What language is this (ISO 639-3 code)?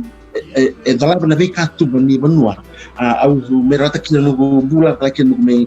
fij